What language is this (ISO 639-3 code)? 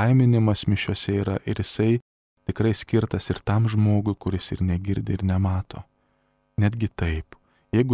lit